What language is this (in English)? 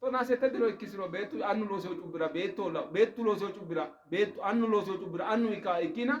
Sidamo